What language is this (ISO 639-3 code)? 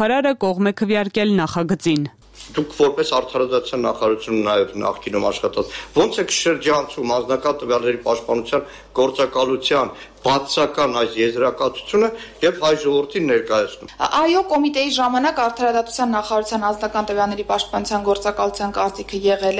hye